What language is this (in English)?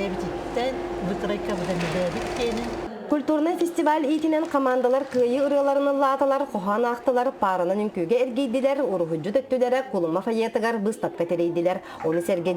Yakut